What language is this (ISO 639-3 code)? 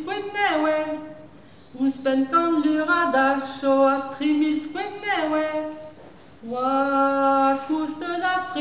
bre